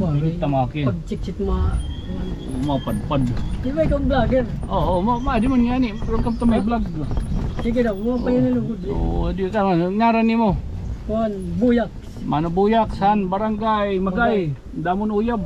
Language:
Waray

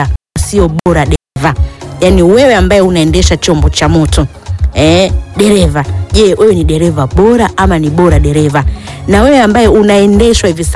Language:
Swahili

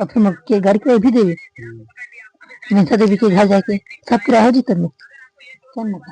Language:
Chhattisgarhi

